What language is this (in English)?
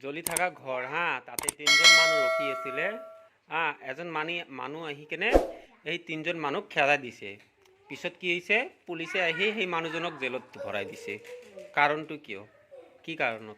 Assamese